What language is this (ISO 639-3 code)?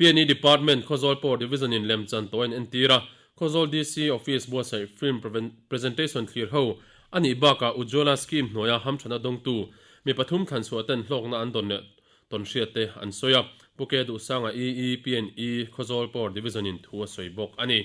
lus